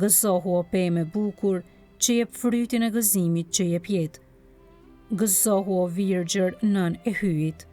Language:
Albanian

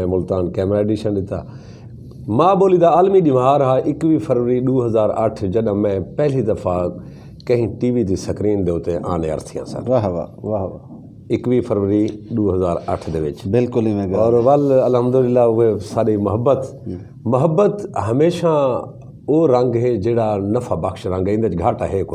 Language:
Saraiki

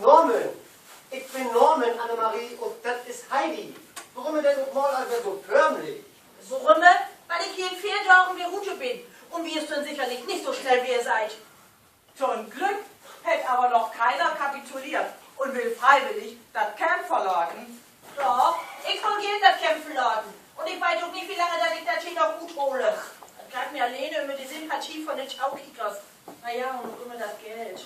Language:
Low German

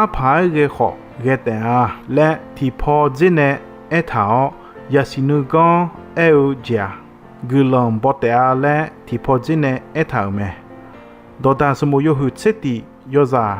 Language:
Akha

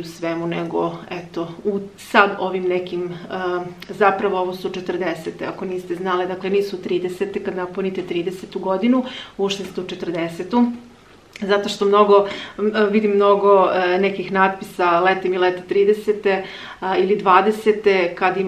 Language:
Serbian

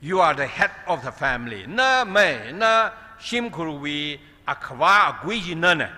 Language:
Tangkhul Naga (India)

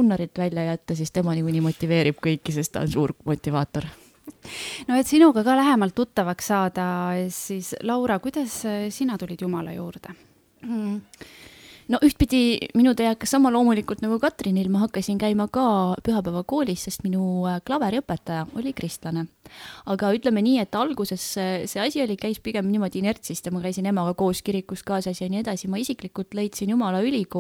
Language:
Estonian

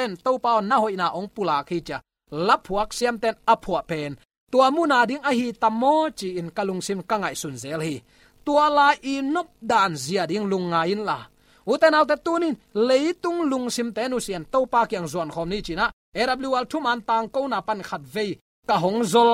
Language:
Tedim Chin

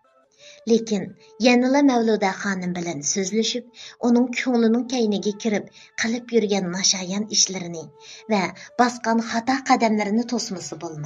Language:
Uyghur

